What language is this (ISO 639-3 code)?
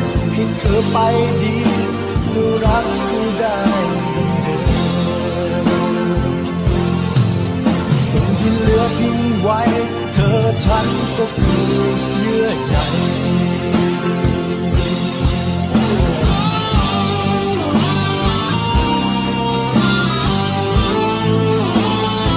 tha